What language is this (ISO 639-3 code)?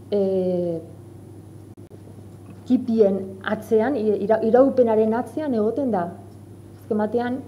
eus